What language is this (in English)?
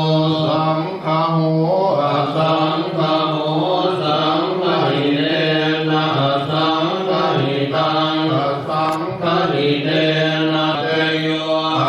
Pali